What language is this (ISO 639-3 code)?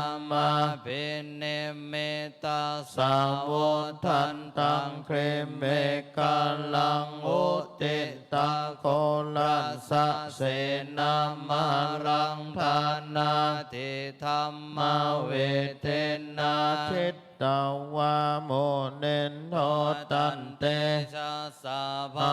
pli